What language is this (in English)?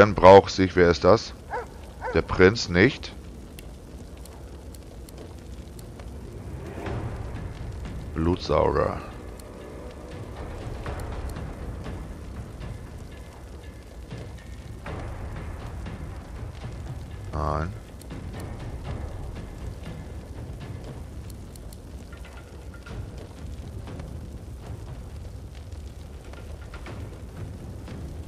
German